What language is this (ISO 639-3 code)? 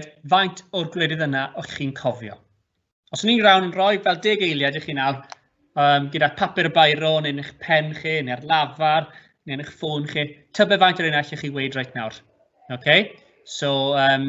cym